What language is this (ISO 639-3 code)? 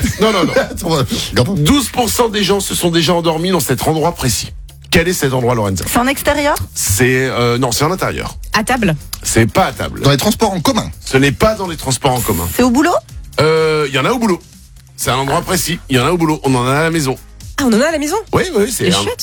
fra